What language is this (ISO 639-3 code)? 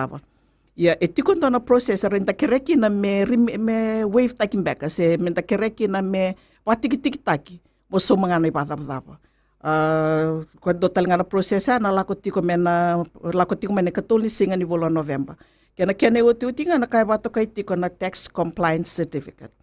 fij